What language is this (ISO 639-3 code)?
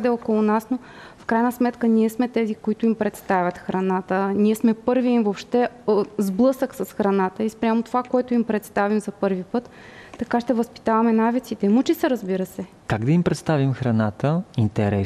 bul